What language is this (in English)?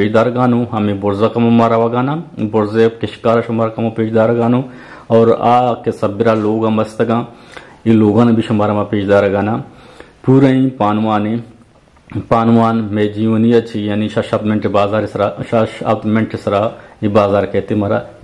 Eastern Balochi